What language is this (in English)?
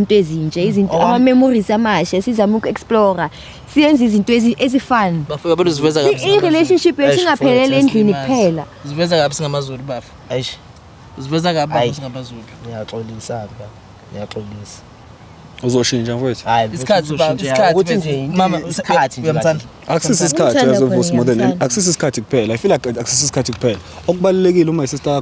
Zulu